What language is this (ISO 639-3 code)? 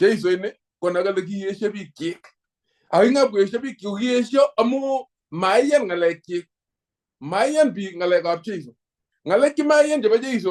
kln